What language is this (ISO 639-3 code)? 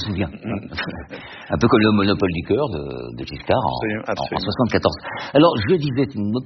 fra